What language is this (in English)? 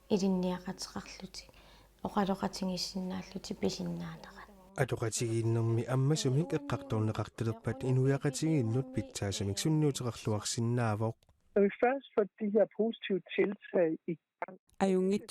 Kalaallisut